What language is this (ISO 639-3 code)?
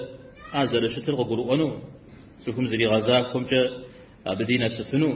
kbd